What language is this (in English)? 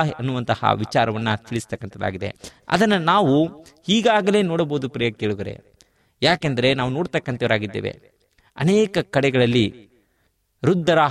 Kannada